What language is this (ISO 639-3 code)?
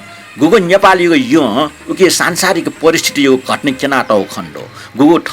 new